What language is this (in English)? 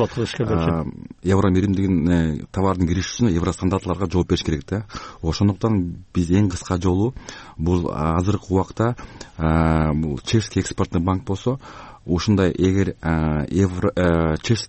Kyrgyz